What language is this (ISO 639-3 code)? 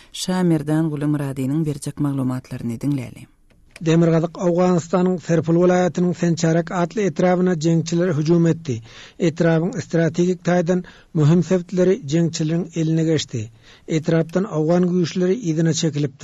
tuk